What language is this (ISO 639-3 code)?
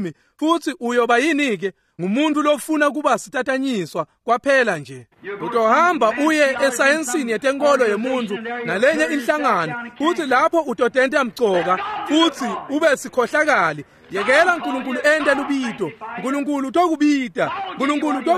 ssw